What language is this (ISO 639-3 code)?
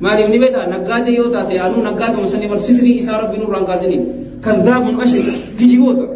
orm